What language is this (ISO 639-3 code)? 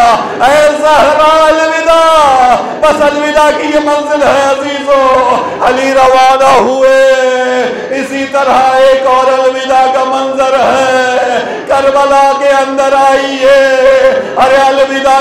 urd